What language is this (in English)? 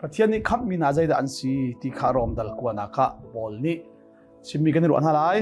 Hakha Chin